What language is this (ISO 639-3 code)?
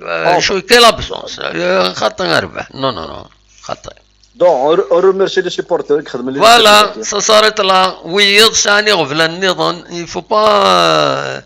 kab